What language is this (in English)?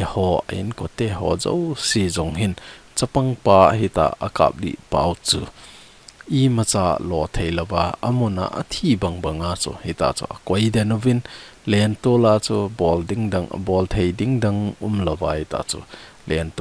Thado Chin